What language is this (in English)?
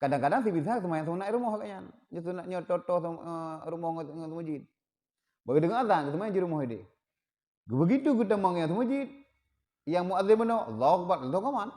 Achinese